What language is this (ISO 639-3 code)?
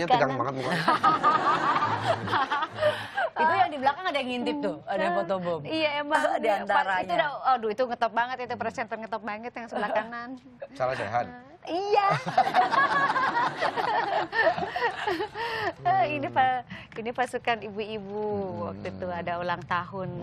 ind